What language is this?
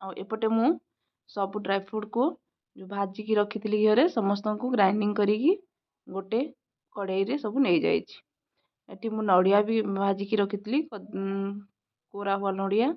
Odia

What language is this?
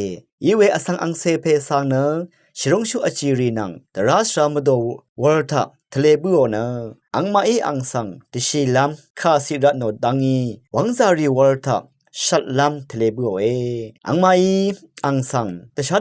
Rawang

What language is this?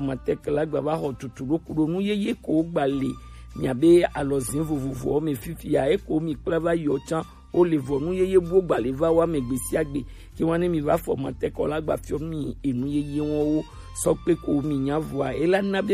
Gen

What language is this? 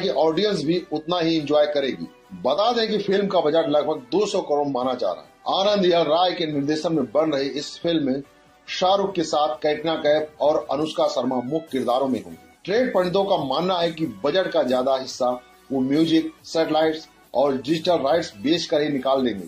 Hindi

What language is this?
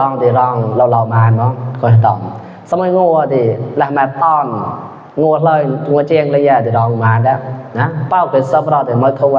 Mon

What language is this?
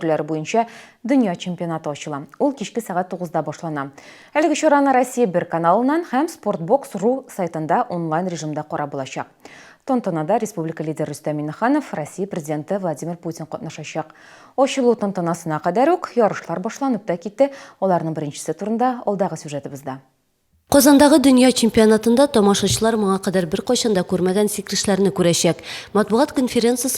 Tatar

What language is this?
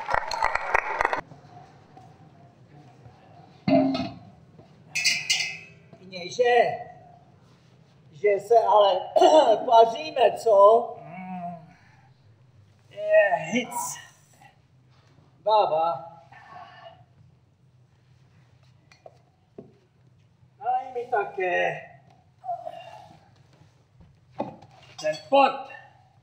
Czech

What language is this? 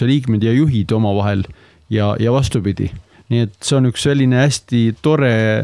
Estonian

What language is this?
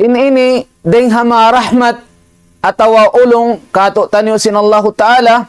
Tausug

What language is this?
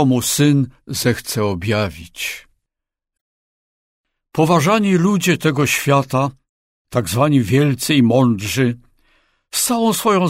Polish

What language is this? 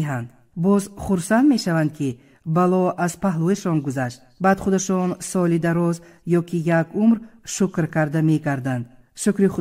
Tajik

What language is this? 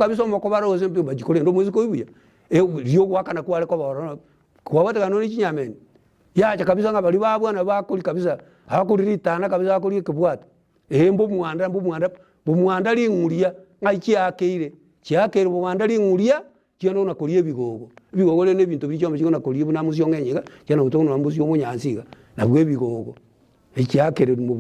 Gusii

